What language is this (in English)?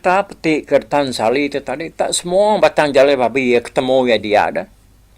Iban